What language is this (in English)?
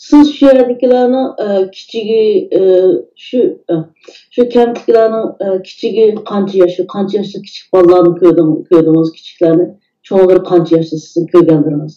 Uyghur